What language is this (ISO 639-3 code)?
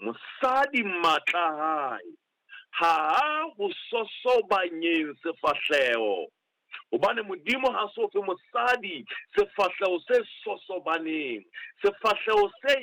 sot